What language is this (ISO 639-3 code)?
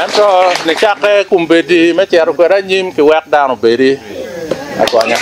ach